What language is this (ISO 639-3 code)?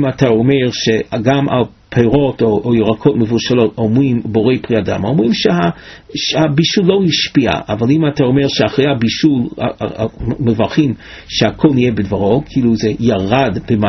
heb